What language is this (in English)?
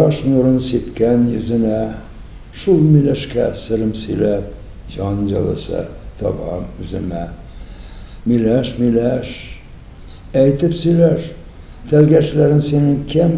Tatar